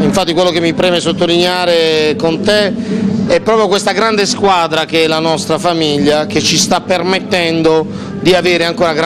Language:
Italian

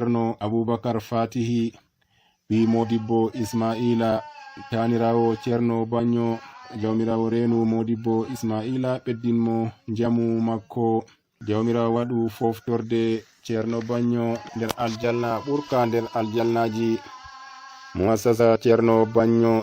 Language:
Fula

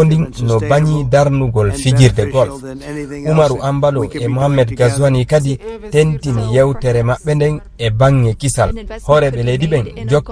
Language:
Fula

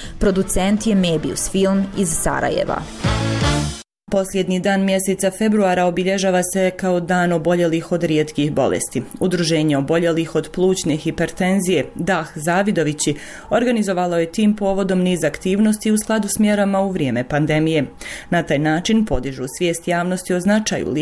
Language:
Bosnian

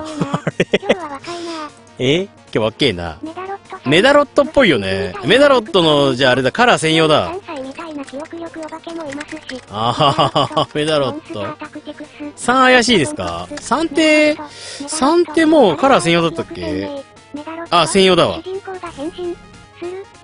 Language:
Japanese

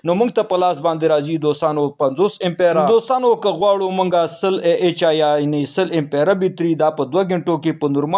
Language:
Pashto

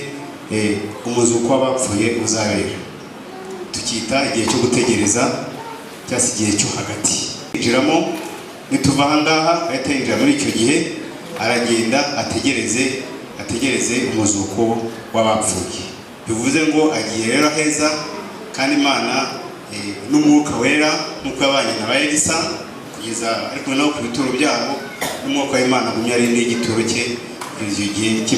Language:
Kinyarwanda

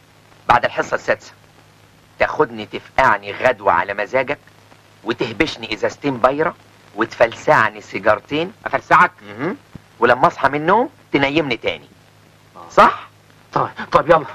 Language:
Egyptian Arabic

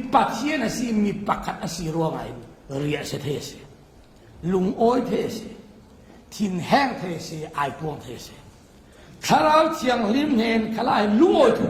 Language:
Falam Chin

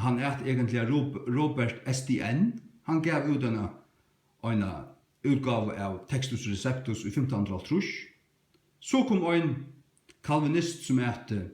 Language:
Faroese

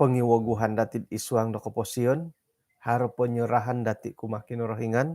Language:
Central Dusun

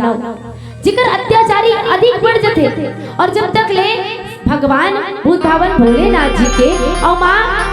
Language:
Chhattisgarhi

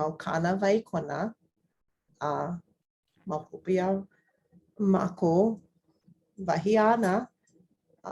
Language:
Hawaiian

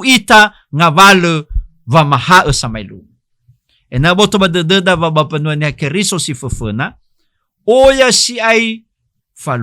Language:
Nias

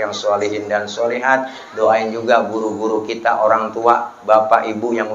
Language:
Betawi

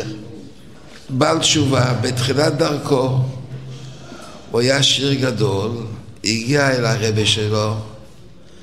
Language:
Hebrew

